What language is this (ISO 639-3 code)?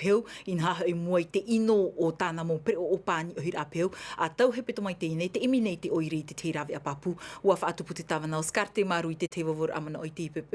tah